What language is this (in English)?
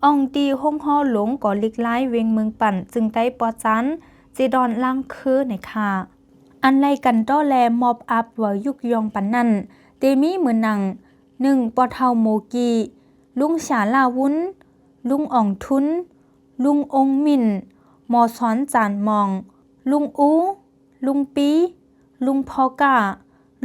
Shan